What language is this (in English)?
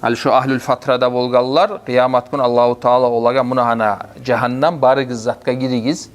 Kumyk